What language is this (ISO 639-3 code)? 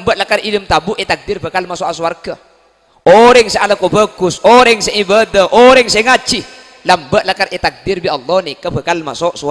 mad